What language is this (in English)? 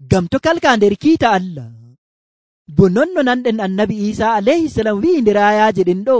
Nigerian Fulfulde